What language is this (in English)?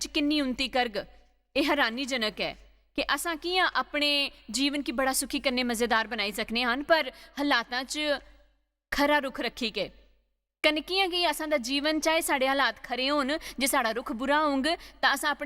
Dogri